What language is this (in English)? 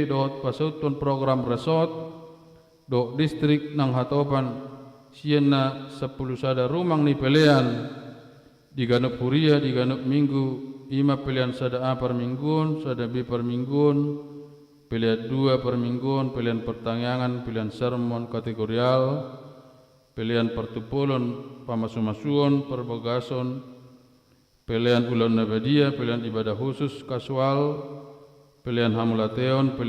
Batak Toba